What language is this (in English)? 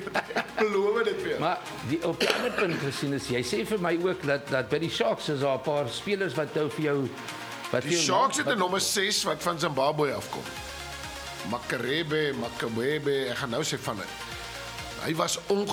Afrikaans